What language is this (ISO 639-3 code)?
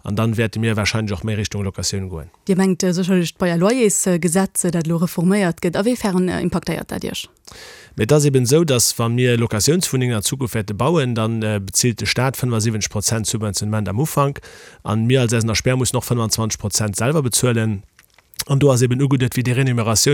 ltz